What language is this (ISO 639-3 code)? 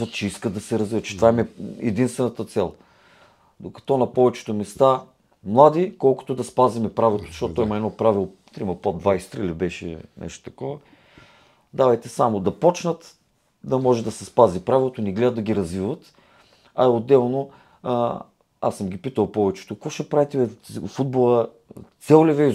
bul